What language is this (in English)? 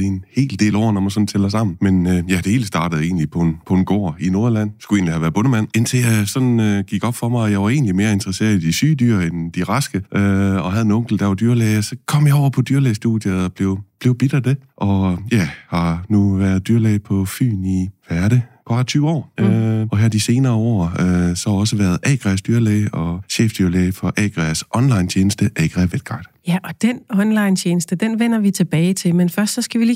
Danish